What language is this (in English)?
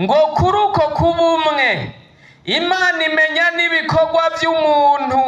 Rundi